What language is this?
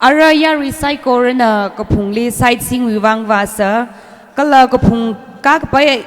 Tangkhul Naga (India)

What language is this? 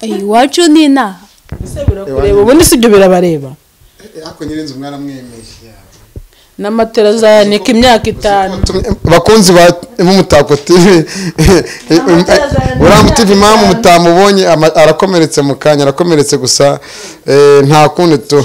Kinyarwanda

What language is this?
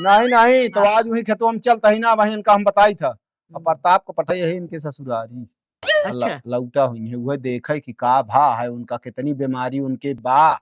Awadhi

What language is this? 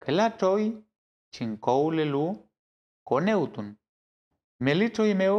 Mapuche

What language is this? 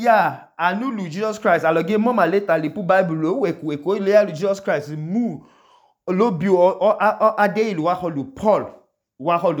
Idoma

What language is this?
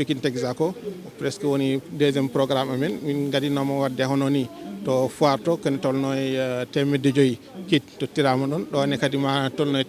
Fula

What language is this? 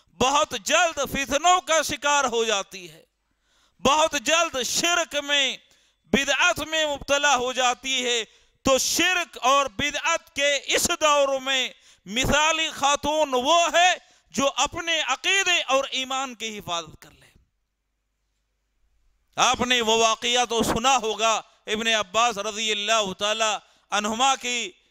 Urdu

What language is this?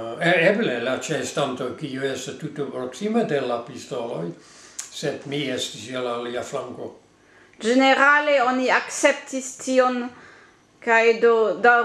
Esperanto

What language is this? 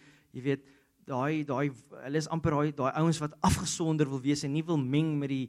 Afrikaans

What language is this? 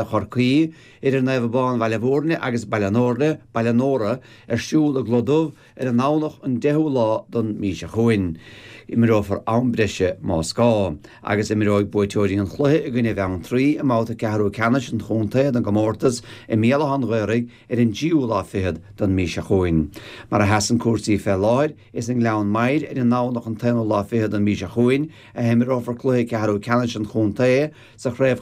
Irish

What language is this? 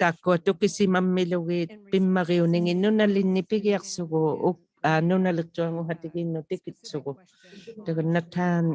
Inuktitut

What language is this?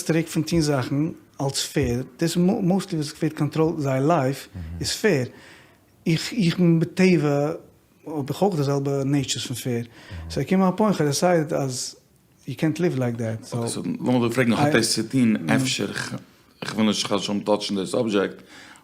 Yiddish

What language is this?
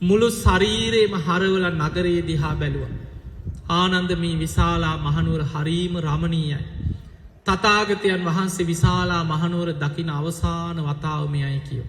Sinhala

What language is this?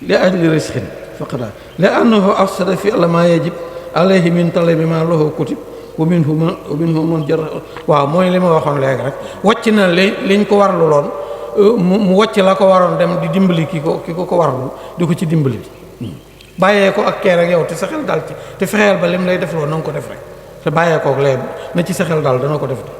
Wolof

